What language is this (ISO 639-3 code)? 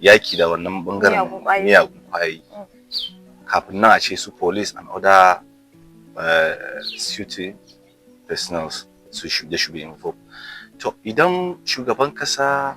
hau